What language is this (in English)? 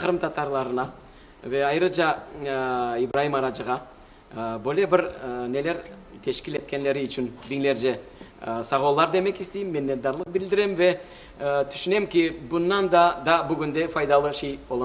Crimean Tatar